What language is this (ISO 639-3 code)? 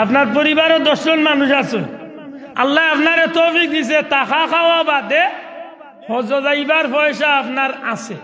syl